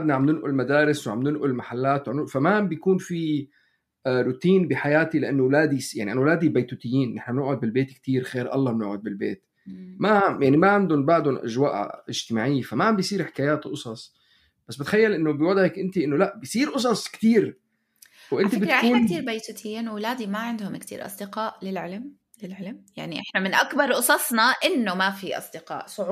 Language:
North Levantine Arabic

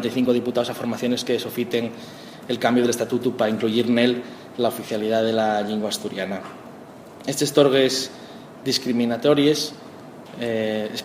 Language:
Asturian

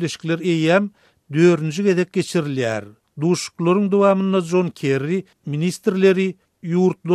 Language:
Turkmen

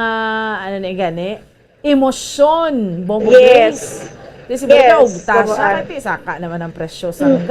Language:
Hiligaynon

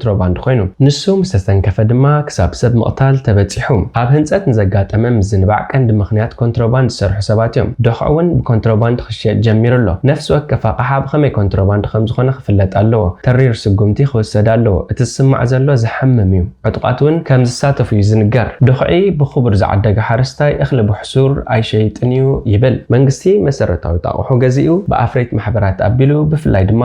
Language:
Tigrinya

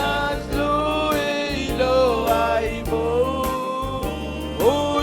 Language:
Marshallese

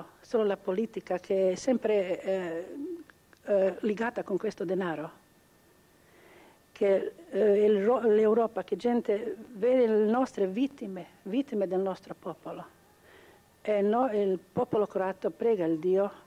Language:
Italian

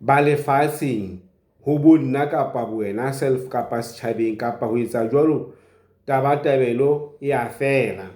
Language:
Southern Sotho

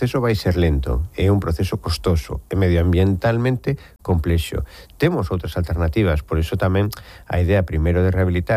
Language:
Galician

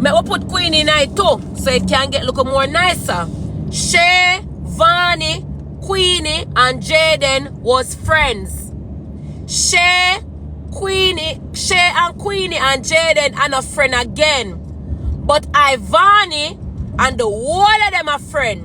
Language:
Jamaican Creole English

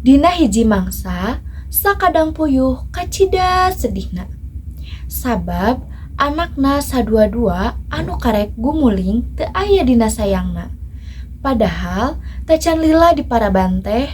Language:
Sundanese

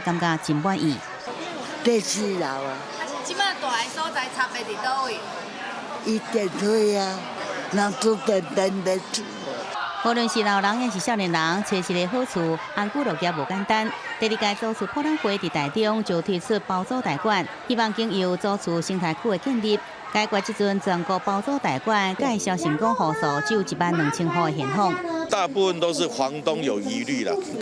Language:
Min Nan Chinese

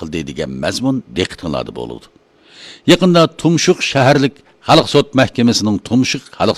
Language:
Uyghur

